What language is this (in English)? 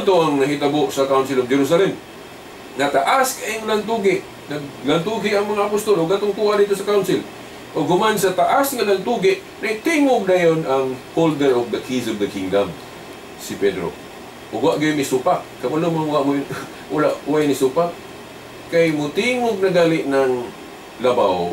Cebuano